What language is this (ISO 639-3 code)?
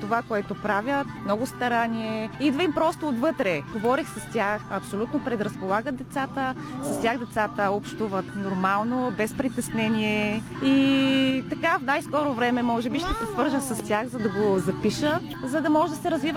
bul